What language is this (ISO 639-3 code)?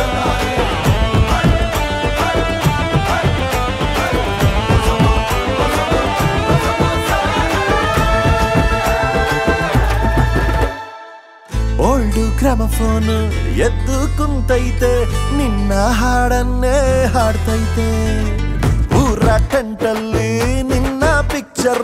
kan